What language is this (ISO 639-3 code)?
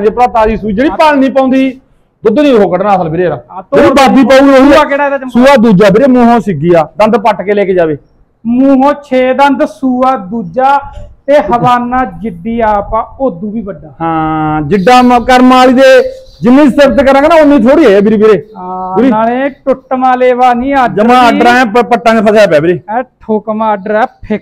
pan